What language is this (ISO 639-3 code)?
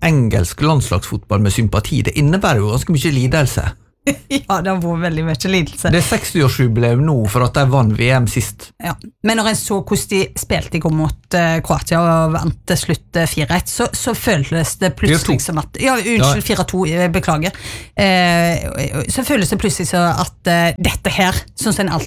nor